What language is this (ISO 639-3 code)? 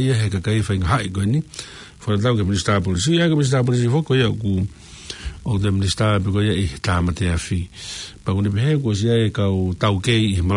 ton